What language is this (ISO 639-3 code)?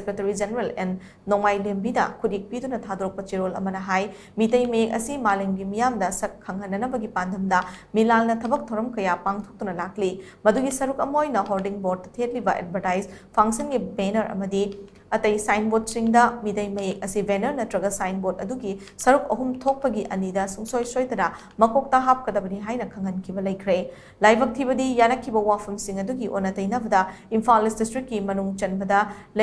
mni